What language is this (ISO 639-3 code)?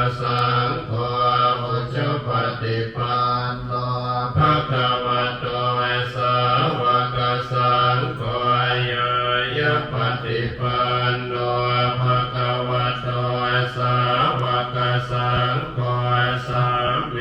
pli